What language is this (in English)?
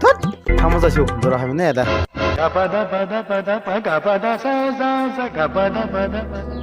Kok Borok